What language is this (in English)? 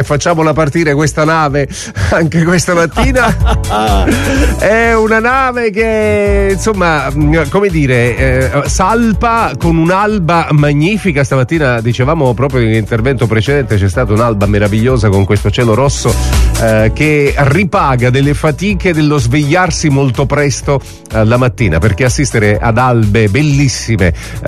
Italian